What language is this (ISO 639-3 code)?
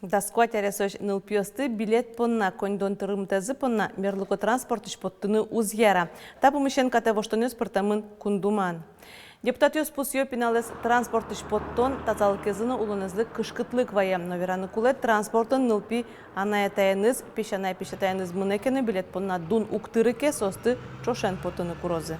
udm